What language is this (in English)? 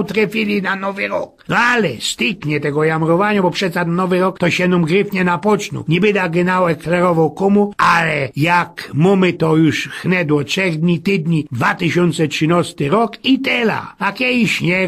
Silesian